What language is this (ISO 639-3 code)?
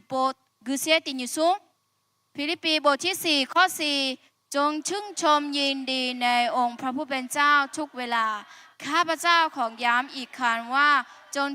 ahk